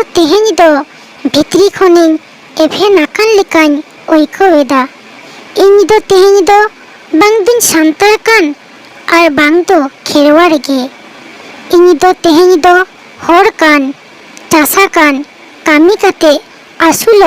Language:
Santali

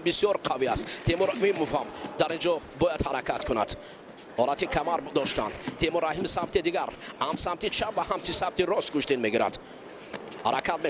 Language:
Tajik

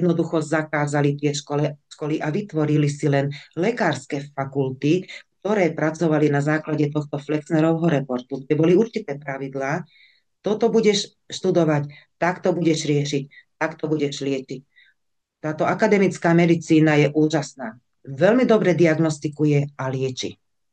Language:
Slovak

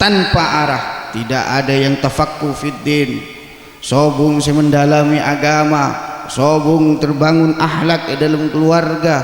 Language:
Madurese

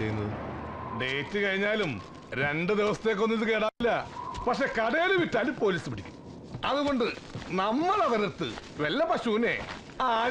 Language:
Malayalam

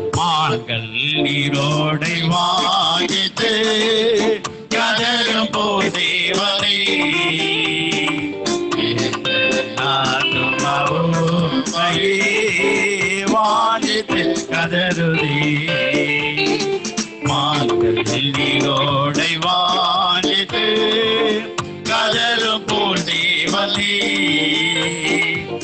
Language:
Tamil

